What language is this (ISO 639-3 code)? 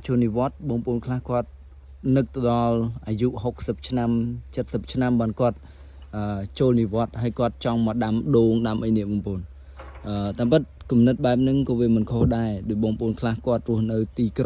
khm